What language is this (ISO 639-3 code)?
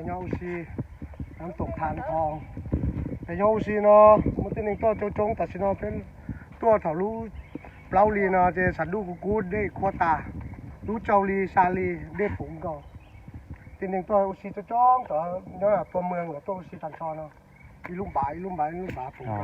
hmn